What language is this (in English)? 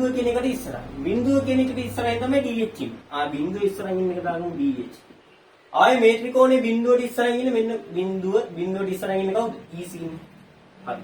Sinhala